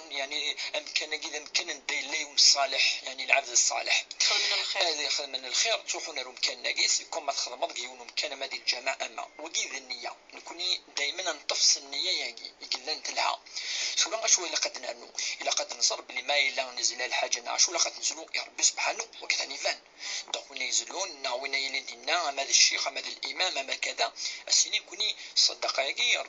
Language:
Kabyle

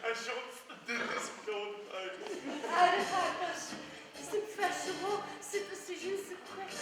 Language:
Adyghe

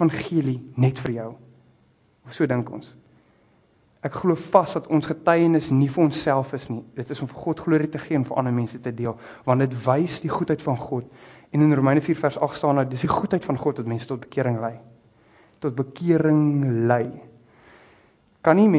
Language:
Afrikaans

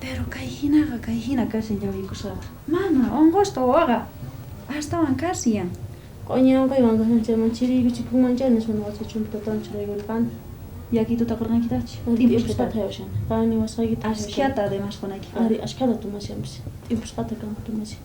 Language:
South Bolivian Quechua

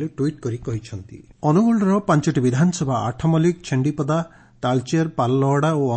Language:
Odia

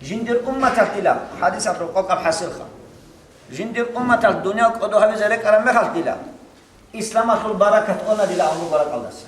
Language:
Avaric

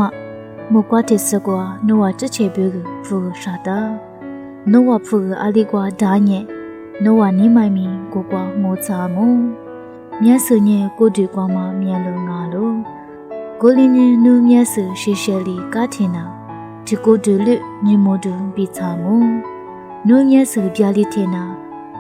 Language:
Lisu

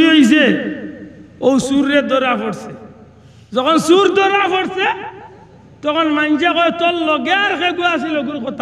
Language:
Sylheti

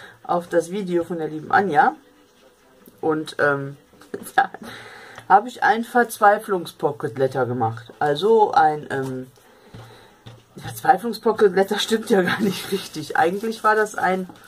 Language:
German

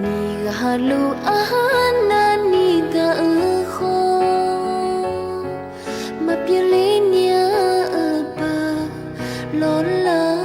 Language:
Akha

